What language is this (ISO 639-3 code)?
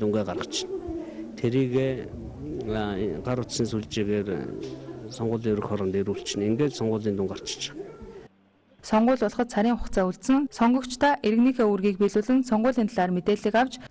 mon